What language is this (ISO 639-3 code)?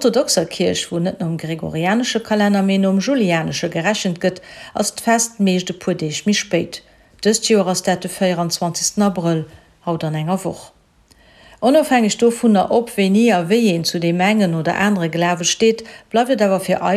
ltz